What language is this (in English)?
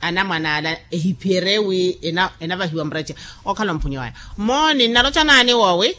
Makhuwa